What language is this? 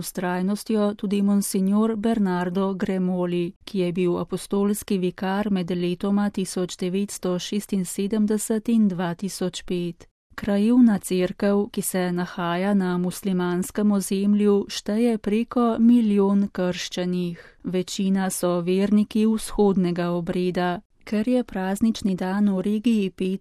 Slovenian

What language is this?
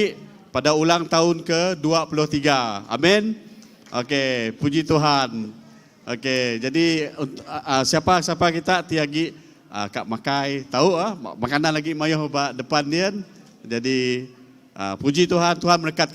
Iban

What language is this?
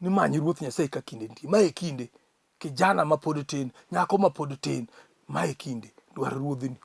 Luo (Kenya and Tanzania)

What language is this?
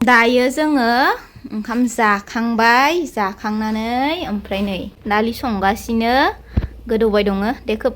Bodo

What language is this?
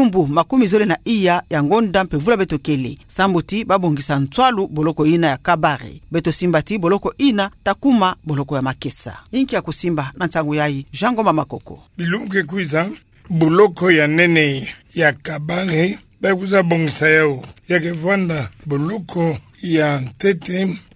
Kituba (Democratic Republic of Congo)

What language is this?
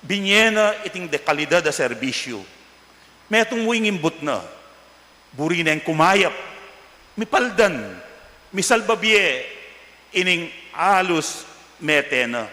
Pampanga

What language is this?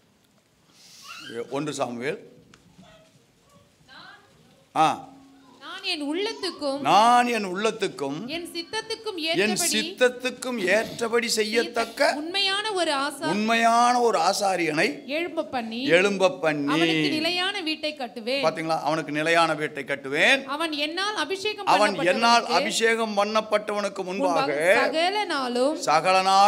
Tamil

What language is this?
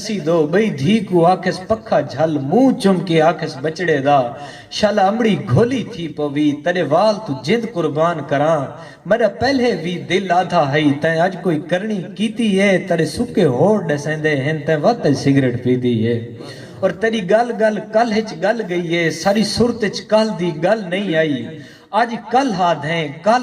Saraiki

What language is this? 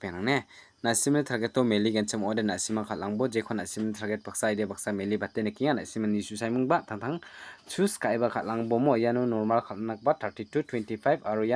Garo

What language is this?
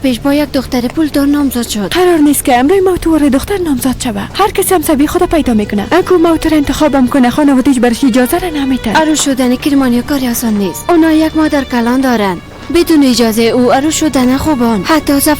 Persian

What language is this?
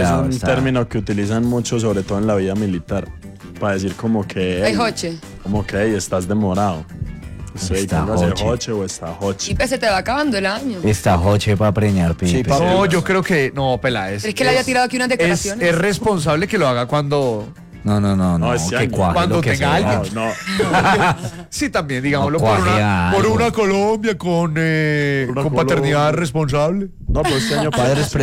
Spanish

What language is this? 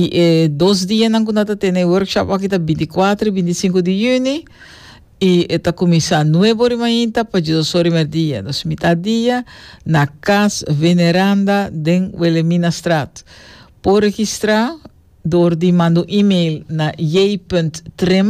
Papiamento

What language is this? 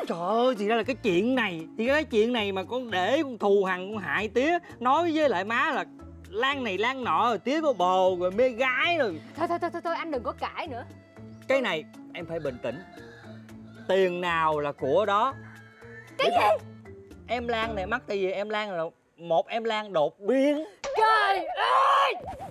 Vietnamese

